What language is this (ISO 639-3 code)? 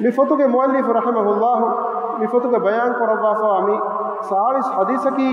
div